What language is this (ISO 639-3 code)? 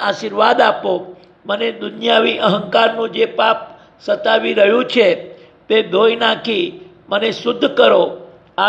guj